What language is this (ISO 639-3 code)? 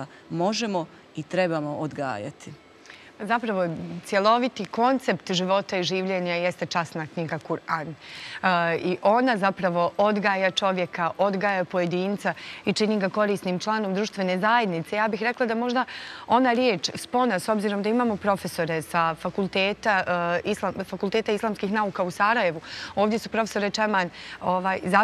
bos